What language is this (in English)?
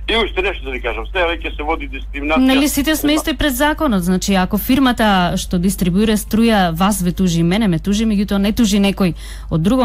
Macedonian